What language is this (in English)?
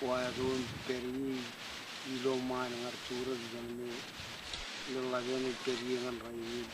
Marshallese